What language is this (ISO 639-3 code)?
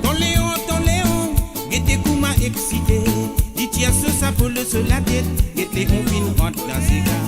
mfe